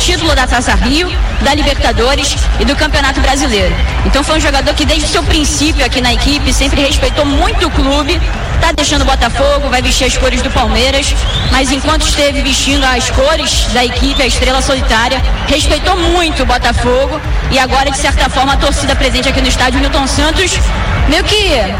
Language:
Portuguese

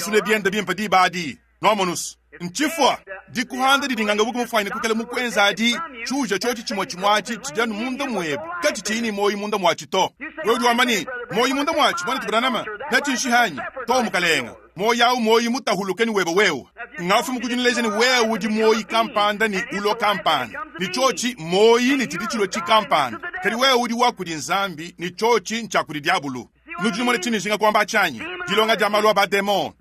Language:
Luba-Lulua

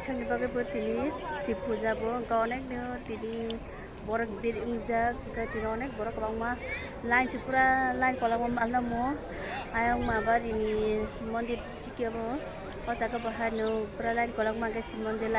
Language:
Kok Borok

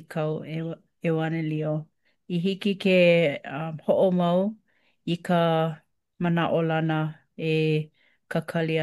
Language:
Hawaiian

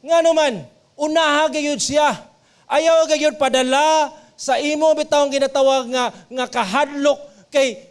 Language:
Cebuano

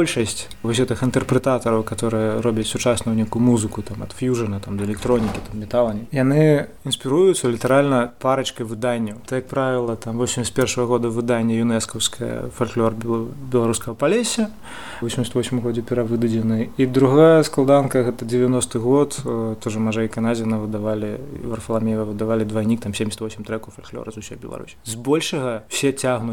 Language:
Belarusian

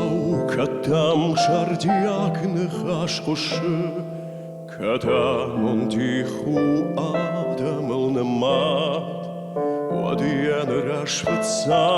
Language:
Ossetic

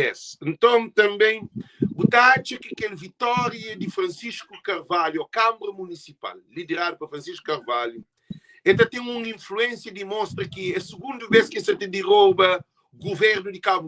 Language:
Kabuverdianu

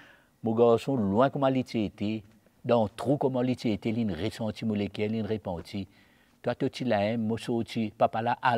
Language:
Morisyen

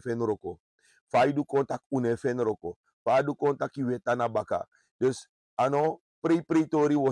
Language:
Sranan Tongo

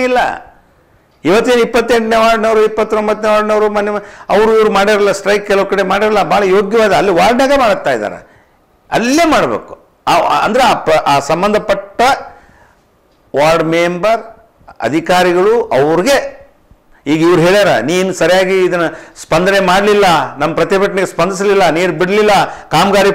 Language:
Kannada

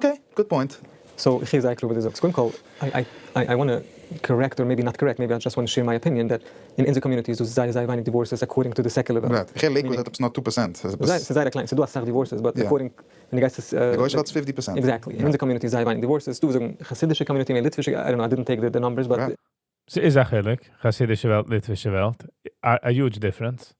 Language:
Yiddish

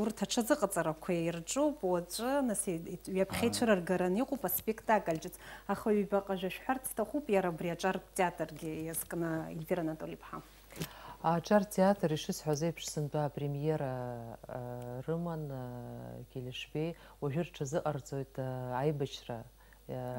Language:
Abkhazian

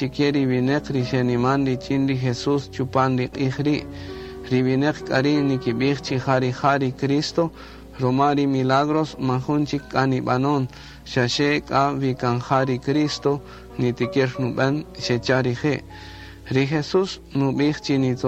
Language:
Kaqchikel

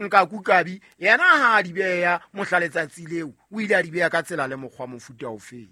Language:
Southern Sotho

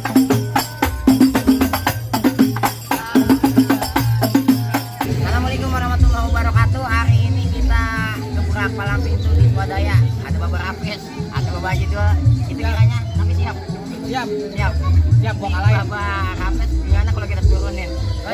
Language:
Betawi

